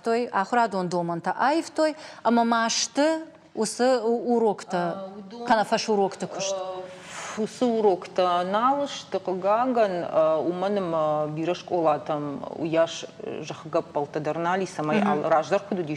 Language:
Ossetic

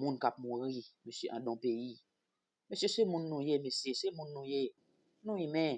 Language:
Haitian Creole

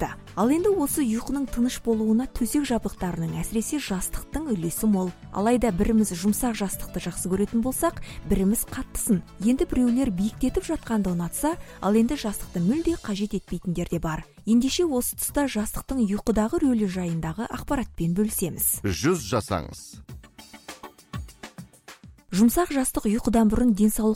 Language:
Kazakh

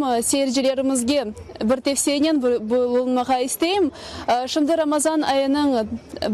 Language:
Crimean Tatar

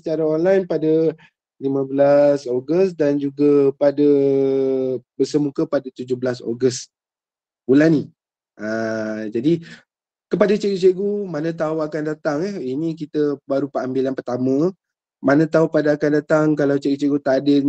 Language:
Malay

